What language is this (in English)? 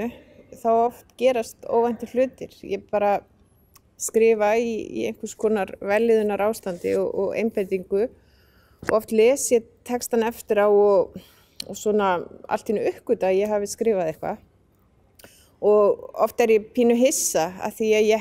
Icelandic